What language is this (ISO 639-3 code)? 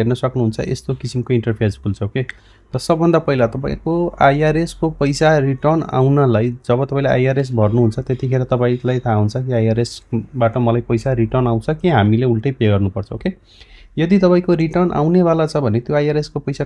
nep